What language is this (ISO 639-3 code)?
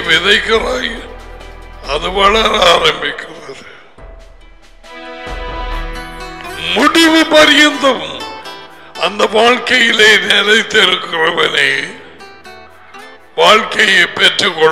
tam